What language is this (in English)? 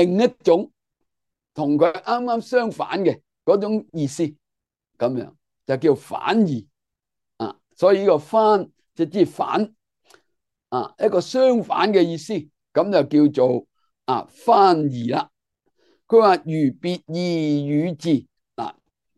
Cantonese